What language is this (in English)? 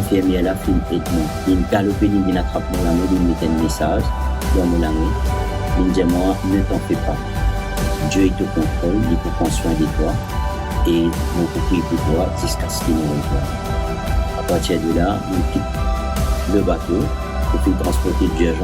Morisyen